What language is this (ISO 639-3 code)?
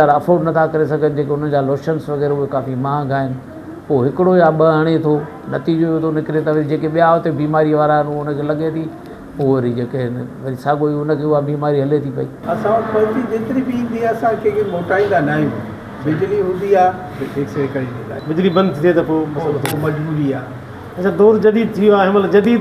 snd